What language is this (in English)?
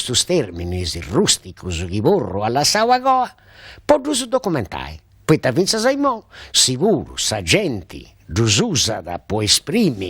Sardinian